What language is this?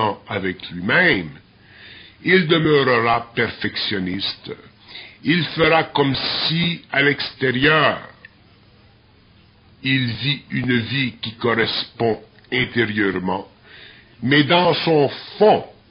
French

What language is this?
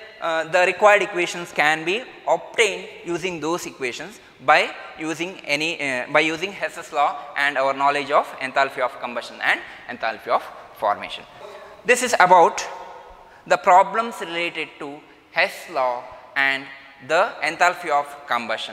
English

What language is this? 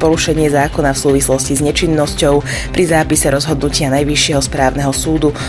Slovak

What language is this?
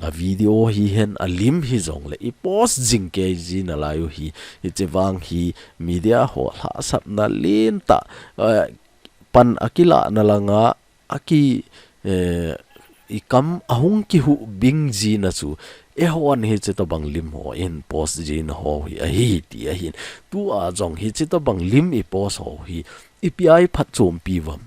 Thado Chin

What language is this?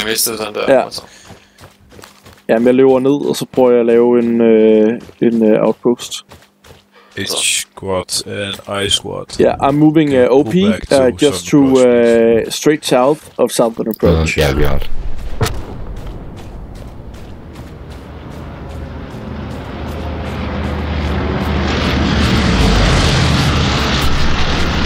Danish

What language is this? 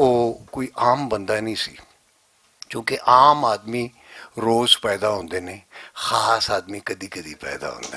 Western Panjabi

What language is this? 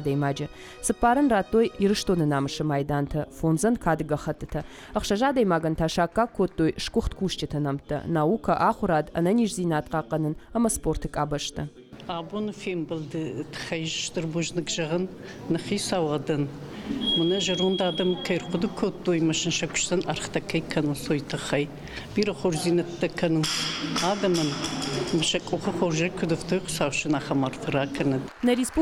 Ossetic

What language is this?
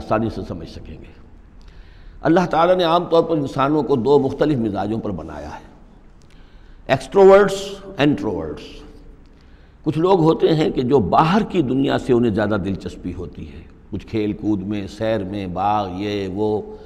Urdu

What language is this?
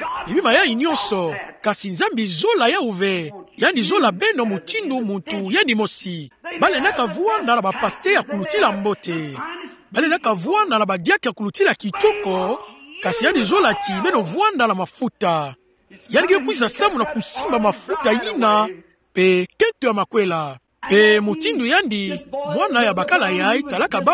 Kituba (Democratic Republic of Congo)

